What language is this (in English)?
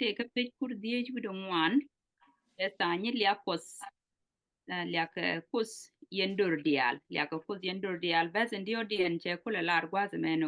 Nuer